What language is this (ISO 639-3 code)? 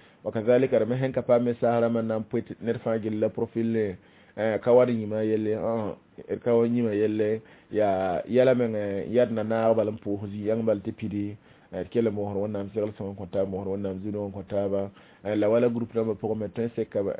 mos